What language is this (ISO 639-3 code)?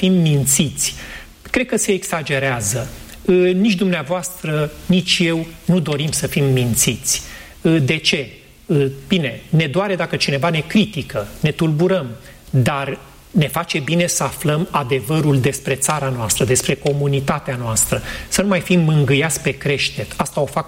ron